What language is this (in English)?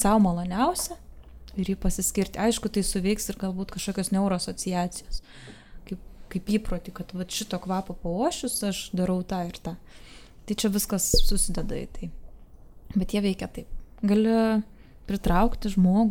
Lithuanian